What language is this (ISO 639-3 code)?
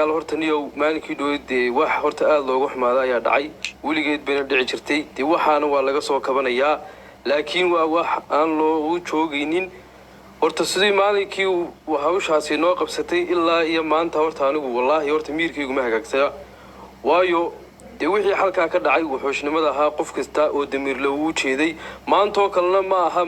som